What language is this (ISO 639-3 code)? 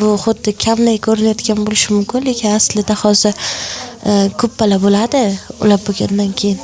uzb